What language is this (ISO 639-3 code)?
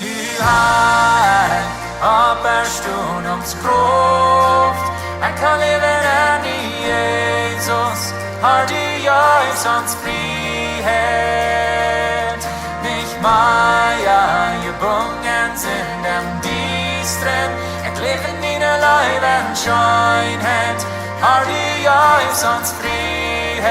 pdt